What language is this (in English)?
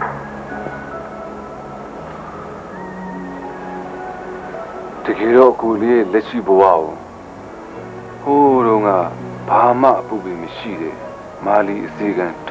Burmese